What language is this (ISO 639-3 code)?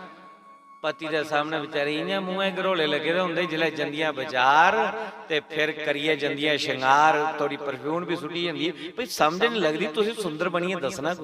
doi